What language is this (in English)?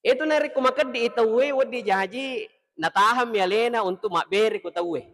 Buginese